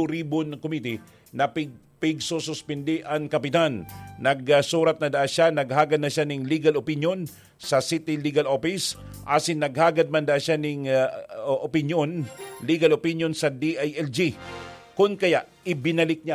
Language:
Bikol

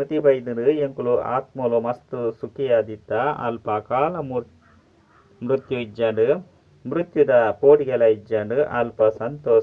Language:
Tulu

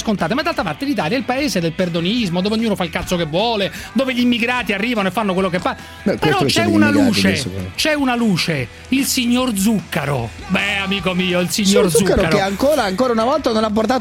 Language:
Italian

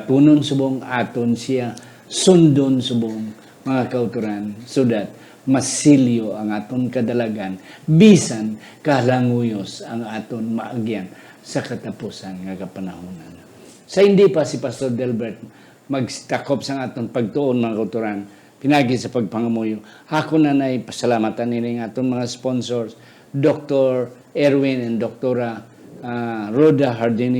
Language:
Hiligaynon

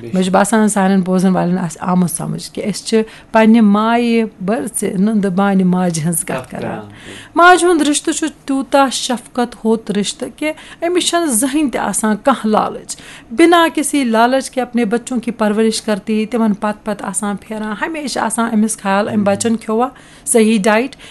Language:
Kashmiri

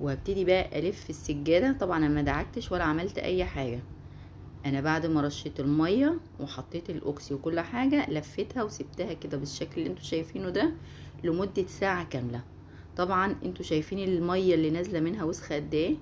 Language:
Egyptian Arabic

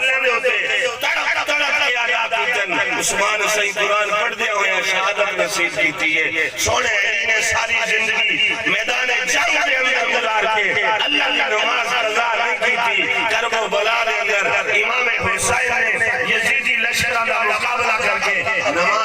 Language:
Saraiki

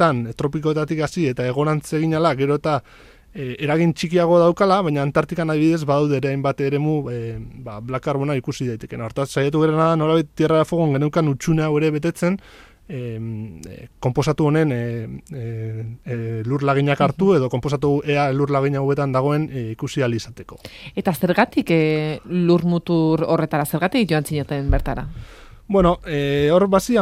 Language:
Basque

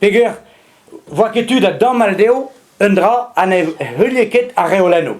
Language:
Breton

